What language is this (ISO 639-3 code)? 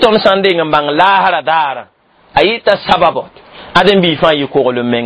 mos